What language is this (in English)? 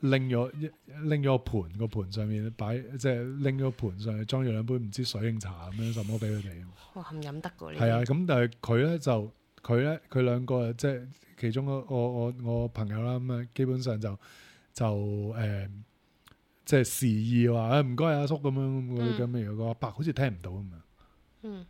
Cantonese